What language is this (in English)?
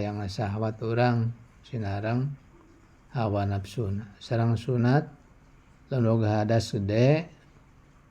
Sundanese